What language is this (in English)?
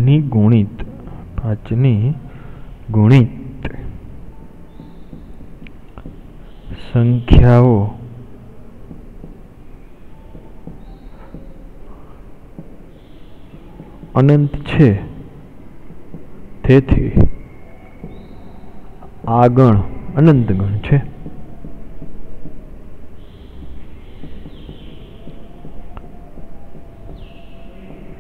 Gujarati